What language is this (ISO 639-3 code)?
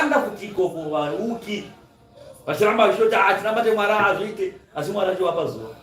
sna